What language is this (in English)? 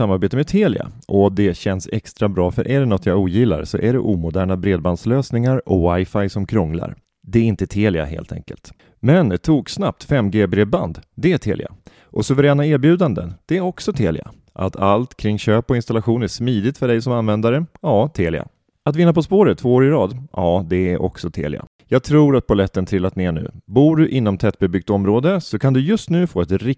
Swedish